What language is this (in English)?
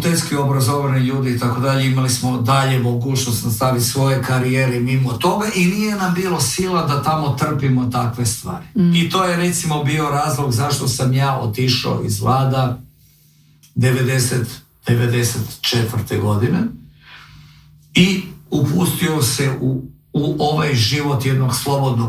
Croatian